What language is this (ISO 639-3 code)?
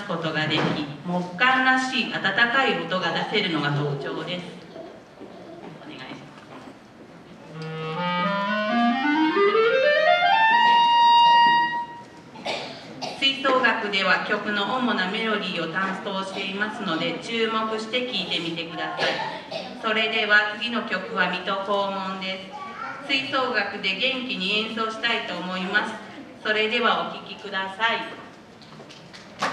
jpn